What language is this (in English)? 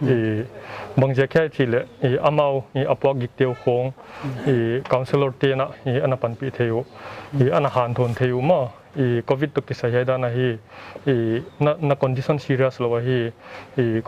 Paite Chin